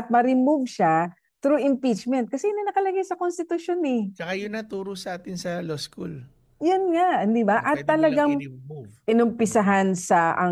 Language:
Filipino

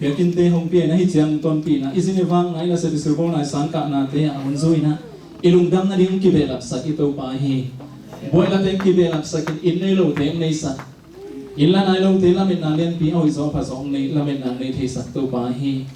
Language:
Tedim Chin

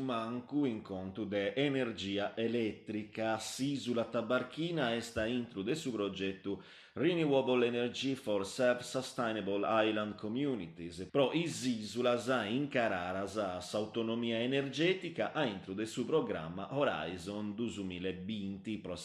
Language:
Sardinian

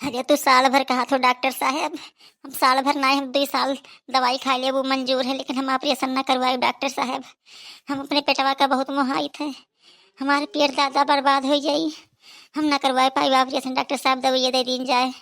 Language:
Awadhi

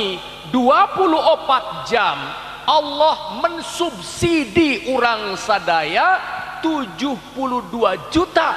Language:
Sundanese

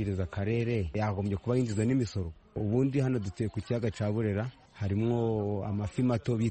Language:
Kinyarwanda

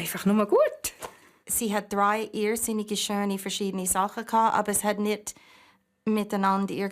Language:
Swiss German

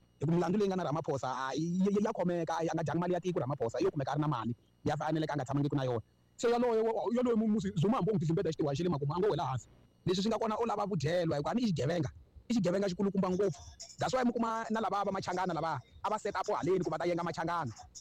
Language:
Tsonga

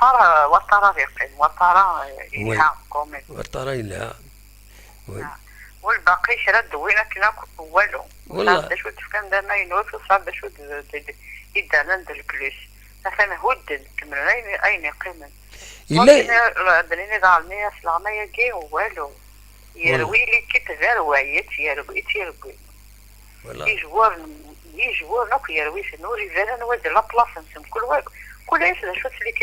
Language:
Kabyle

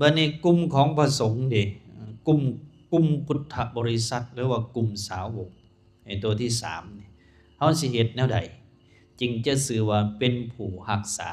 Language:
Lao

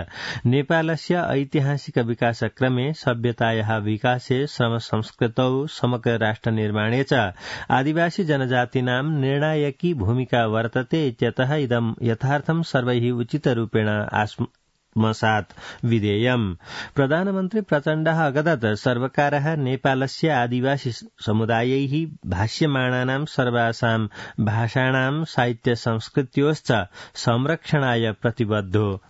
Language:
Sanskrit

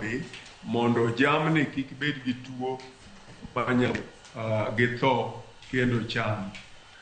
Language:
Luo (Kenya and Tanzania)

